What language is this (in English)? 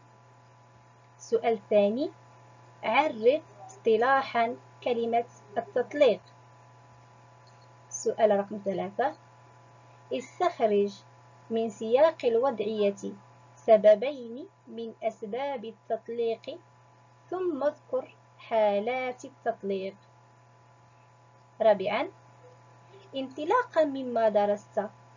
Arabic